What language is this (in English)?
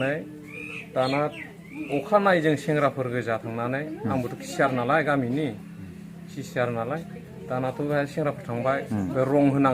Bodo